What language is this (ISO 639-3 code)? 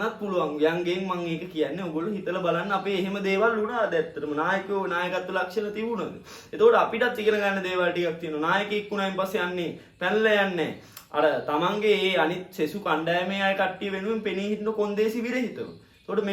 sin